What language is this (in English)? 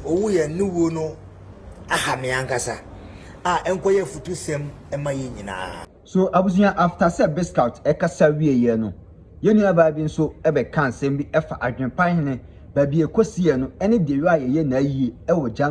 Akan